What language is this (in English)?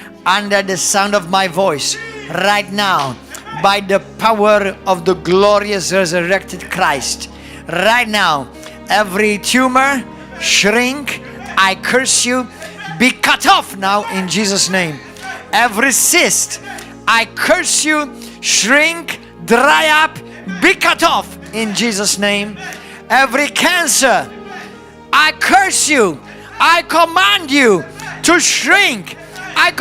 English